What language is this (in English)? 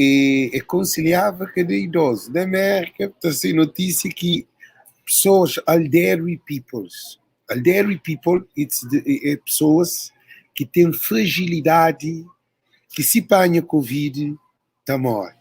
Kabuverdianu